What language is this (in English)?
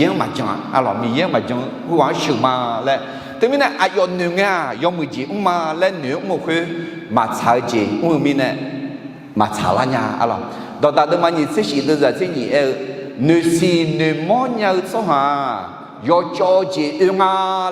Akha